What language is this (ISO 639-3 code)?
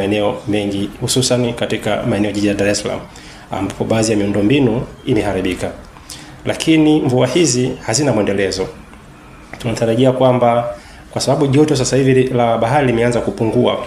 swa